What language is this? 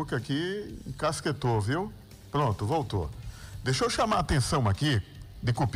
Portuguese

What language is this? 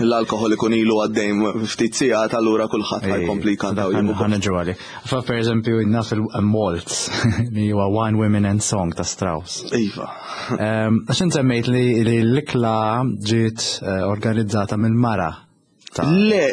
Maltese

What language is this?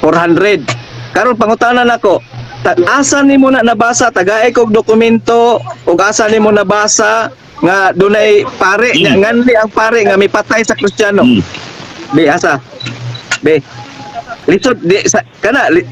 Cebuano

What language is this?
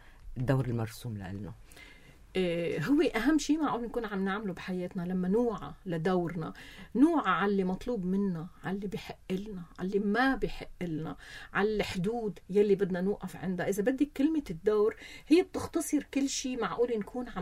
North Levantine Arabic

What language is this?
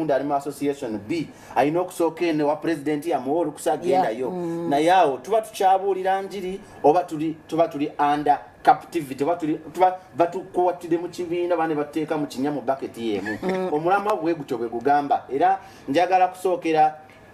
Ganda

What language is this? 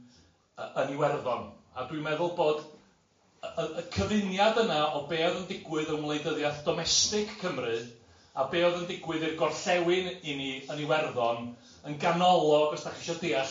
Welsh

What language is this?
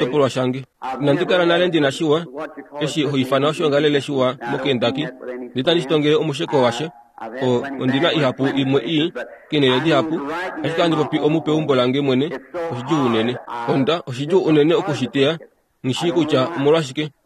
Kuanyama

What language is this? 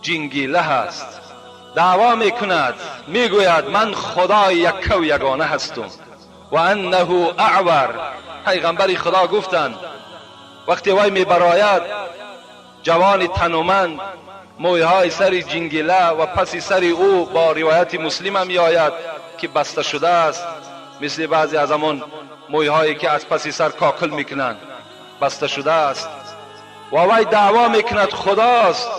Tajik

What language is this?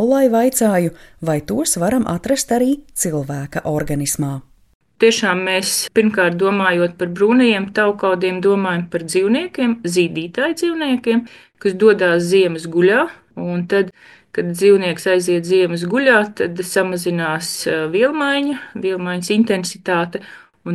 Latvian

